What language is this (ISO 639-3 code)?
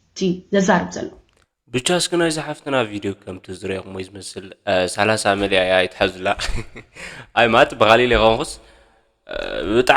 tir